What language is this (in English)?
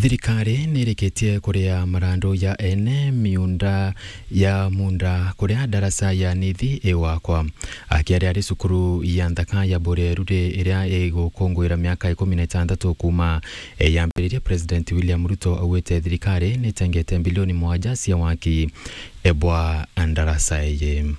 Meru